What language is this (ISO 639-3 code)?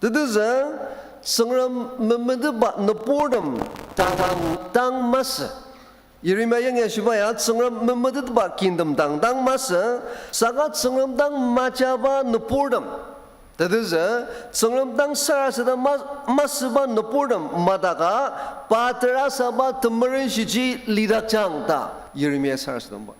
njo